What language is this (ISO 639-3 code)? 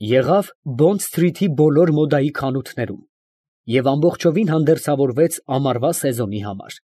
hye